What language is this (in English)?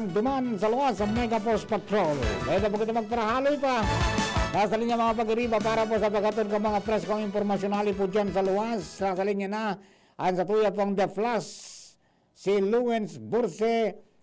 Bikol